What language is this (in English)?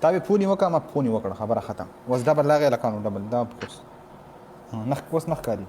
Pashto